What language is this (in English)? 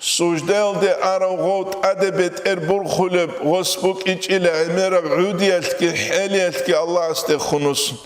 Avaric